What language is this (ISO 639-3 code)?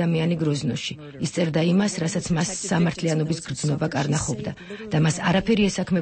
kat